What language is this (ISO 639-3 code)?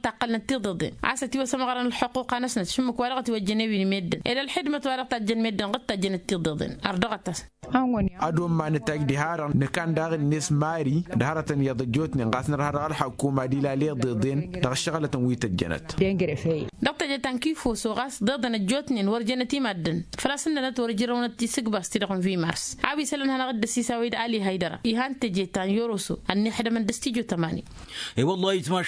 taq